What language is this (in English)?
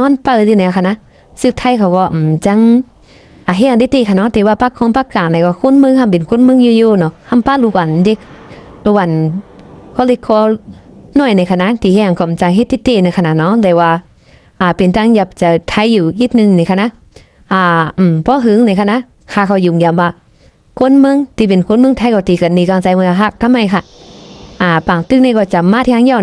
Shan